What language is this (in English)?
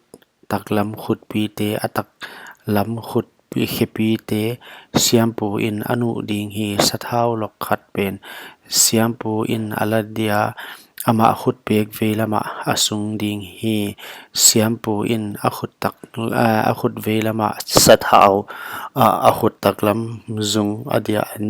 Paite Chin